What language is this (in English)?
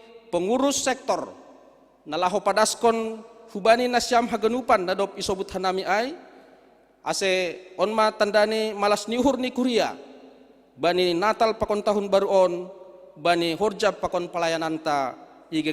Batak Simalungun